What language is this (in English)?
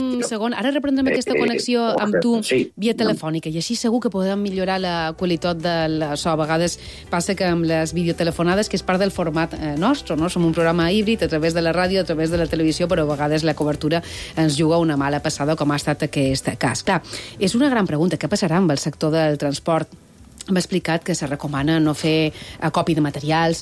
Catalan